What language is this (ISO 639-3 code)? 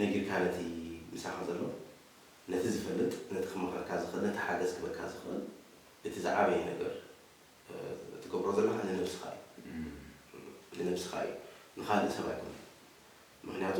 tir